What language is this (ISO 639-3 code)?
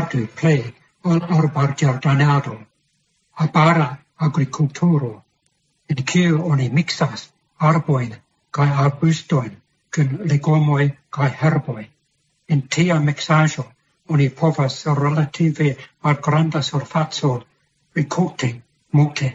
epo